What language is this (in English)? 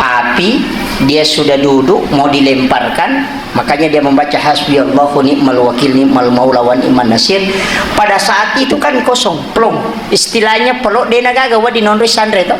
Buginese